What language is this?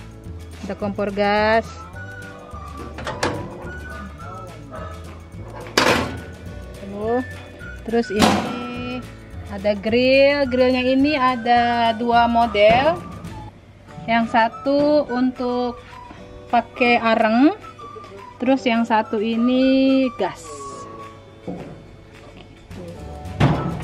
Indonesian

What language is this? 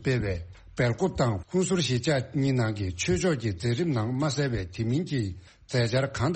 Tibetan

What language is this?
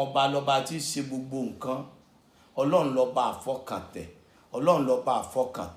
Yoruba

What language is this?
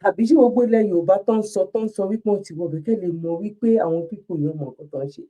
Yoruba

